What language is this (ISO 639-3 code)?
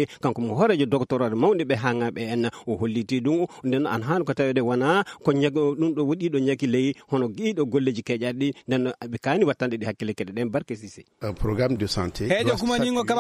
ful